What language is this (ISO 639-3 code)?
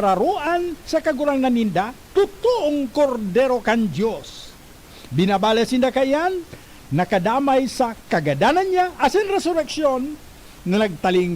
bik